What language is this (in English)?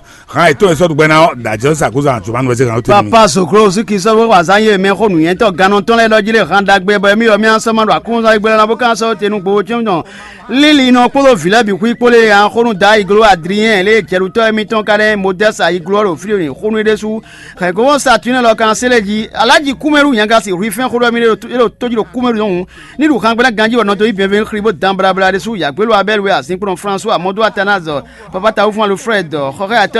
Fon